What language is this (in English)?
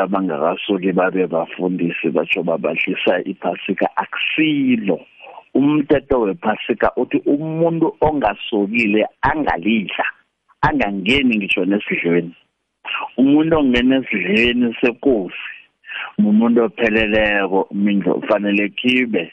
South Ndebele